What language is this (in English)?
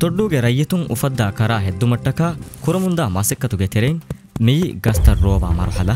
Divehi